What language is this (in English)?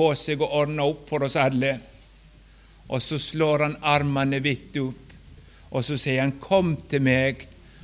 Norwegian